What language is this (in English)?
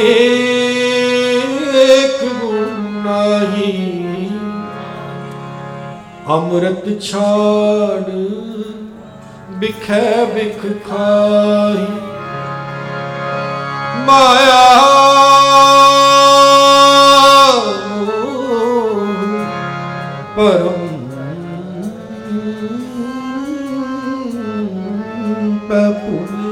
Punjabi